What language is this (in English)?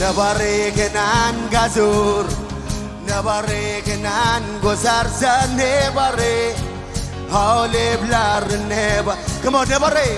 Marshallese